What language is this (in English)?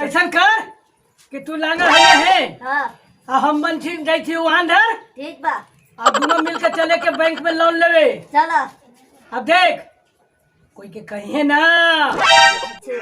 Magahi